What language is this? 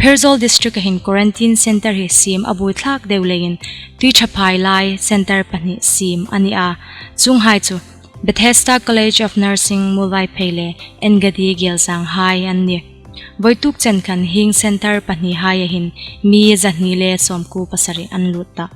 Hmar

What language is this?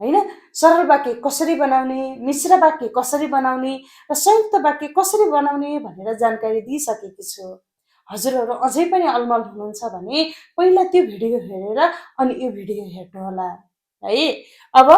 Nepali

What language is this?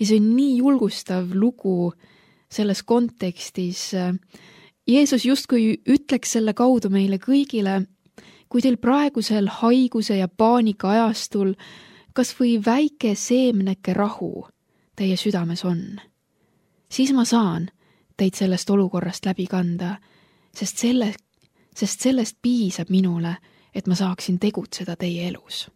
Estonian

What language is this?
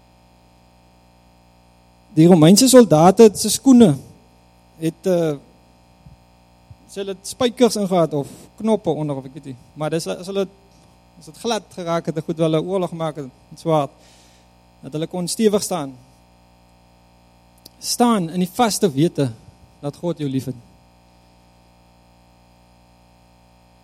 Afrikaans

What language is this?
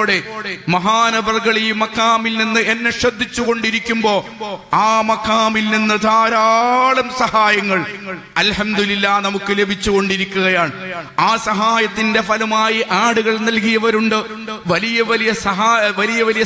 Malayalam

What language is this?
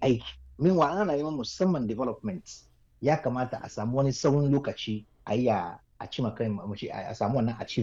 Hausa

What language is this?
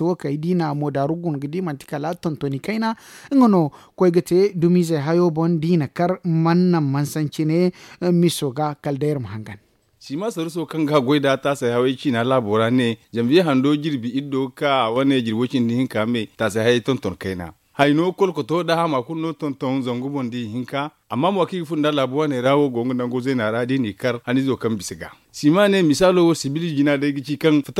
Zarma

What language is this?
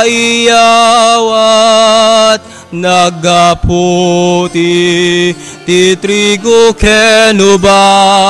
Iloko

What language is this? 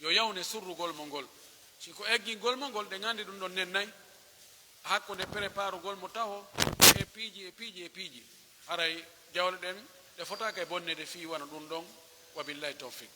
Pular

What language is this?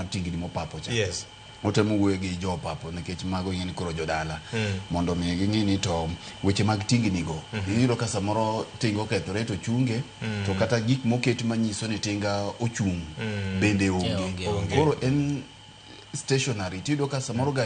Luo (Kenya and Tanzania)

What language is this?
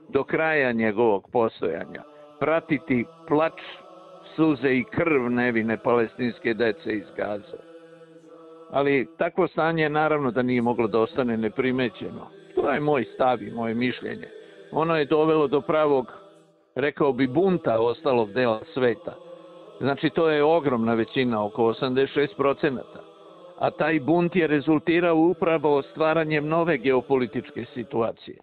Serbian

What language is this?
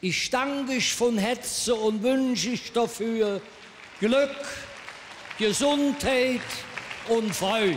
Colognian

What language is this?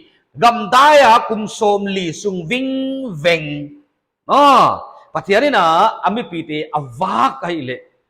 Paite Chin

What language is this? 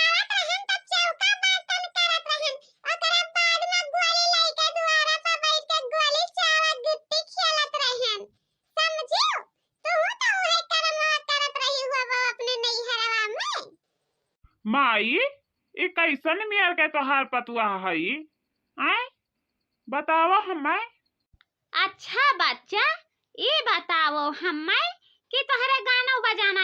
Awadhi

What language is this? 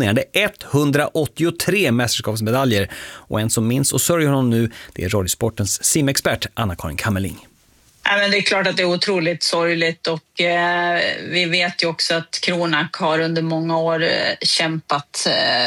Swedish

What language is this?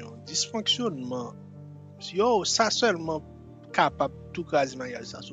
Haitian Creole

